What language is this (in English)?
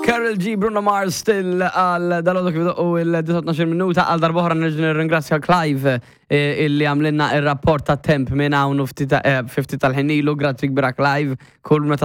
Maltese